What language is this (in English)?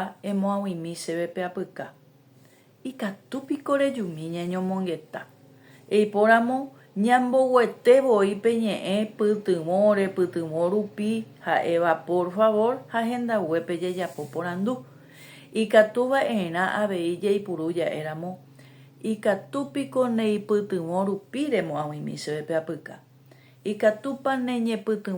Guarani